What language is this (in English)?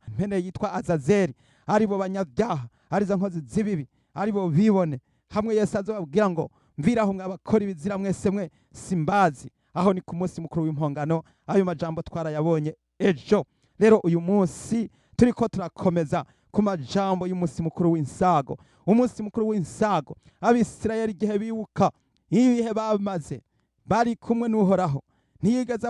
Rundi